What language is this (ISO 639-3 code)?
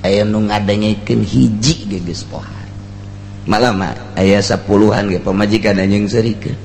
sun